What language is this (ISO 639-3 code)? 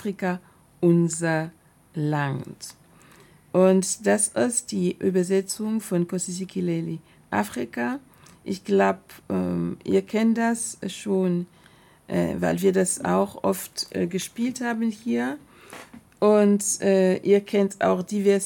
deu